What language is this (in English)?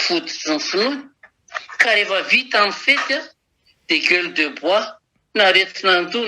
Malagasy